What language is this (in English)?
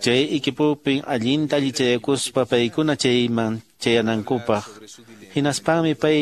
Quechua